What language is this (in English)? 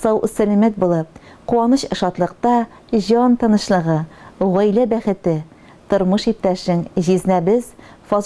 Tatar